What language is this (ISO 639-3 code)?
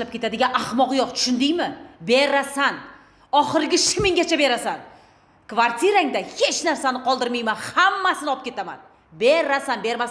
uzb